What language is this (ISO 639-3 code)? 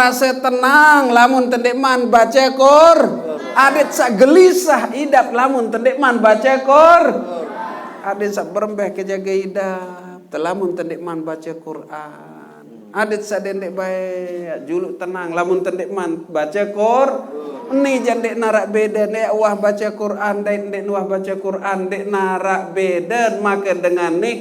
sas